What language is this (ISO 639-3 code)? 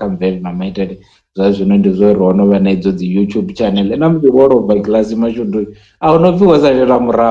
ven